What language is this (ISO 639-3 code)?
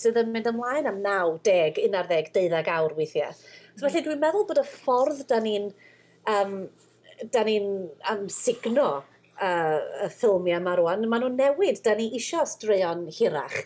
cym